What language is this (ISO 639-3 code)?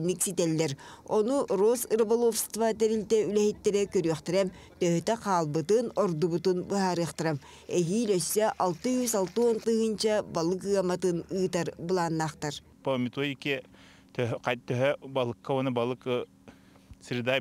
sah